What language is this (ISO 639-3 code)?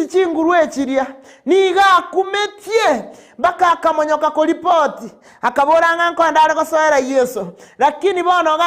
guz